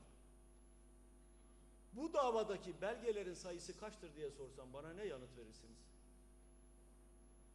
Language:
Turkish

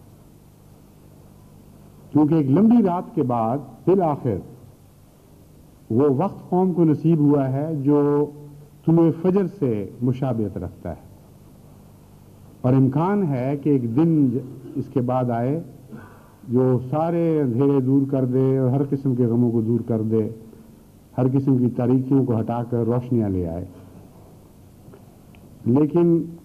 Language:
Urdu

